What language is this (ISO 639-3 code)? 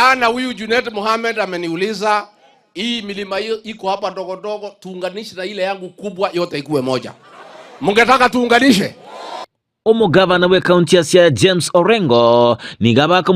guz